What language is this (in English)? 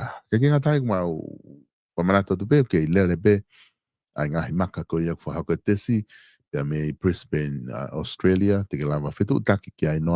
Tongan